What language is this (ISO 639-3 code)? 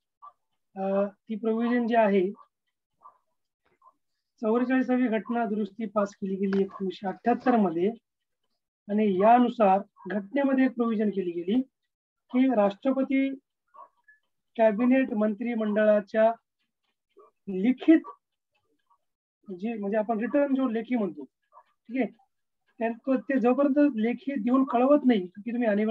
mar